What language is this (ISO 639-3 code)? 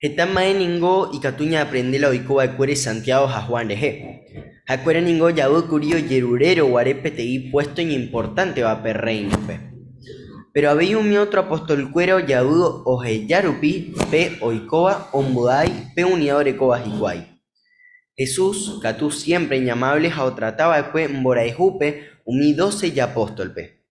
grn